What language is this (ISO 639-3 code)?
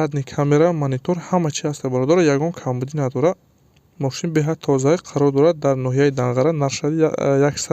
tgk